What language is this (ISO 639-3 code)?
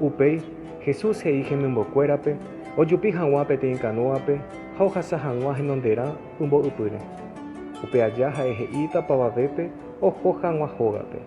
grn